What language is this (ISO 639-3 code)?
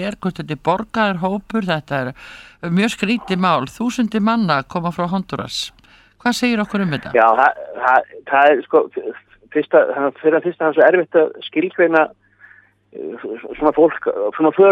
isl